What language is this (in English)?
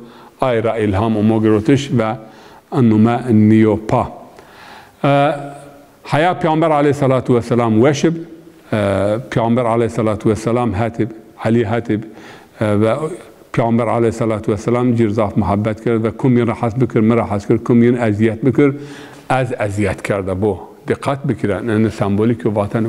Zaza